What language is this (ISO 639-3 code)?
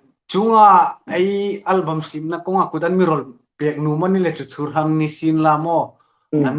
hmr